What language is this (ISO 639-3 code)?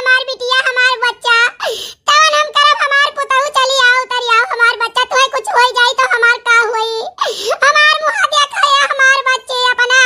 awa